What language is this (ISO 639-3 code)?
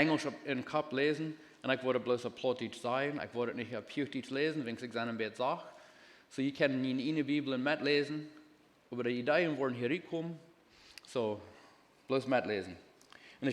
pdt